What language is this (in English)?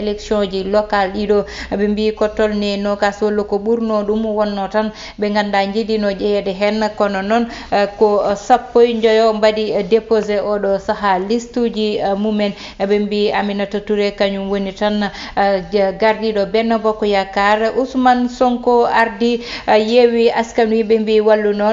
Fula